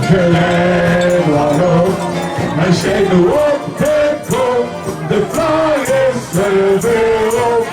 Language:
Limburgish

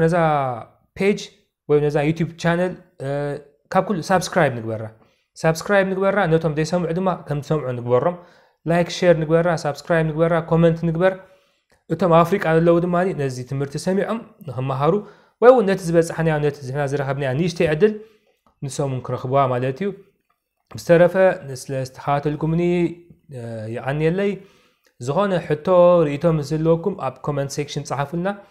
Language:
Tigrinya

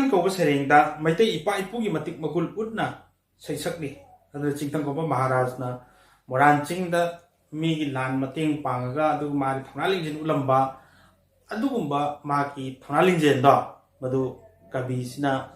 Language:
Manipuri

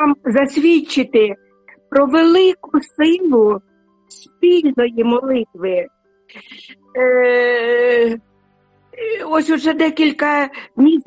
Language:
Ukrainian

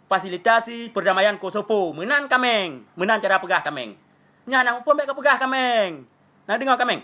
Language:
Achinese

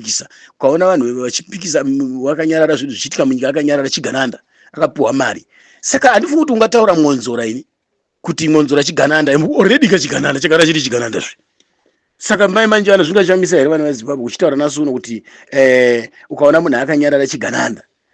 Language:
Shona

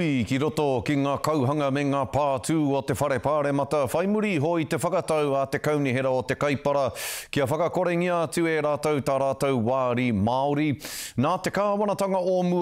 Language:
Māori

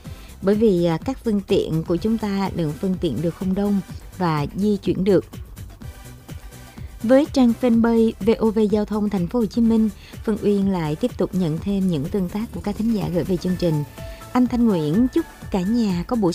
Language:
Vietnamese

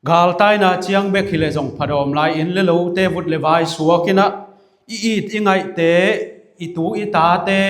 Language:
Tedim Chin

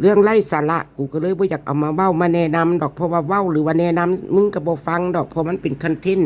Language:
Northeastern Thai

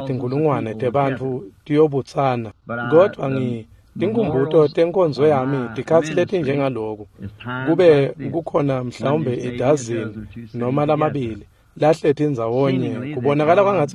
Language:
Swati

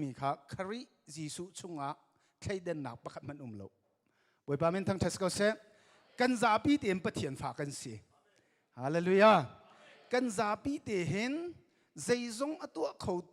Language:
Hakha Chin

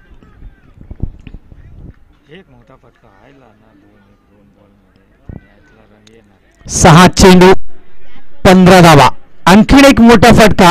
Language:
Marathi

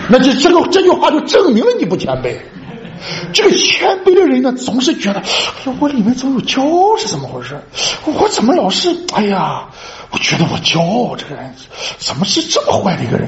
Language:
Chinese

